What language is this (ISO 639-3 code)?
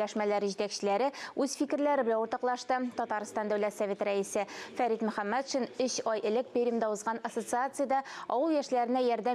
tat